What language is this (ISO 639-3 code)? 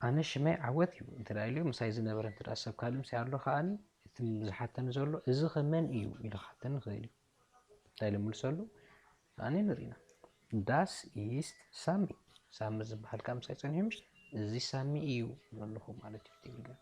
tir